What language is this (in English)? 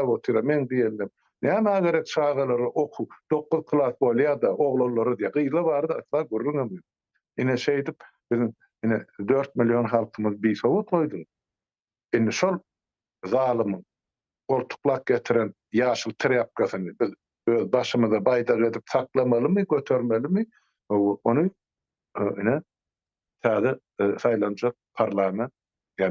Turkmen